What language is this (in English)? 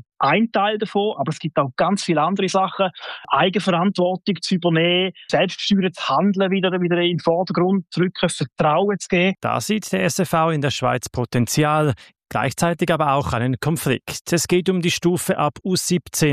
German